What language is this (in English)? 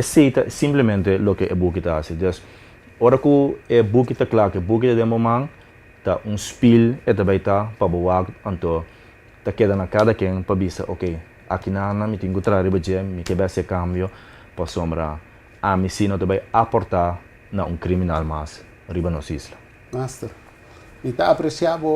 Papiamento